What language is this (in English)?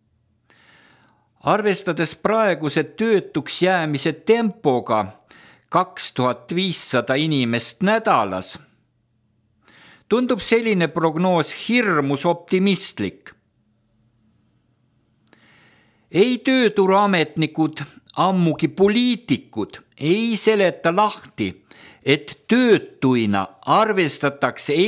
Estonian